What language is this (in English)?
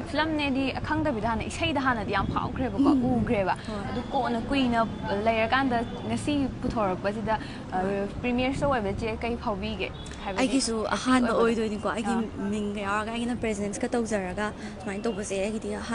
Manipuri